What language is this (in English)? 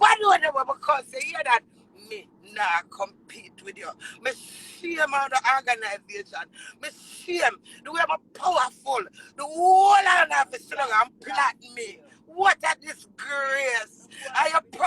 Jamaican Creole English